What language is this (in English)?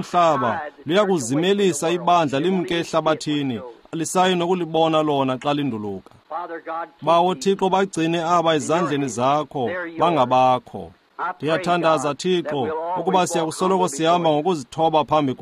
Xhosa